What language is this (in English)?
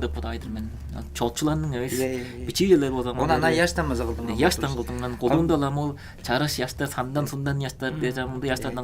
Tuvinian